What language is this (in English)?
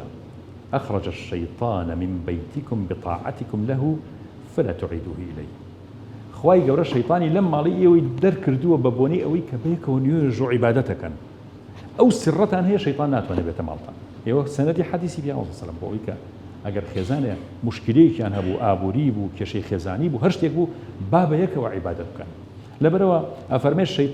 Central Kurdish